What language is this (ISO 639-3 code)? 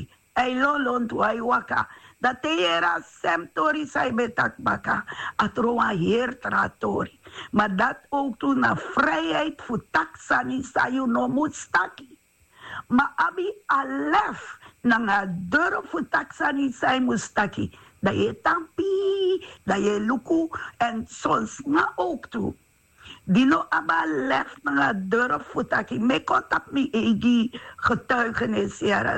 srn